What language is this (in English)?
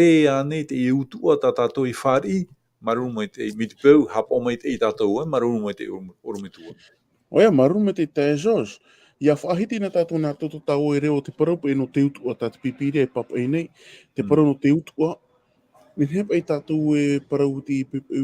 Tahitian